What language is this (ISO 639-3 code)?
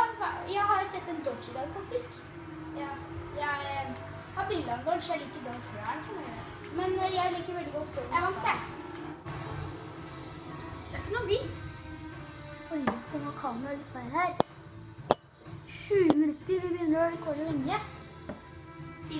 nor